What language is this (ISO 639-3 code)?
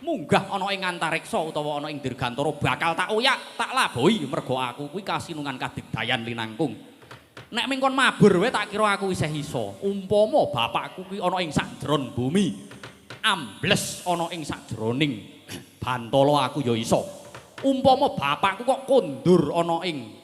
jav